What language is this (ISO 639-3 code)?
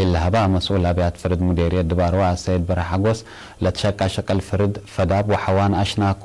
tig